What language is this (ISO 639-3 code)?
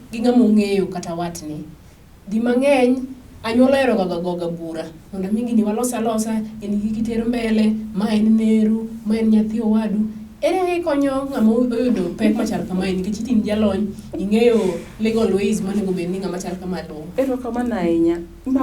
luo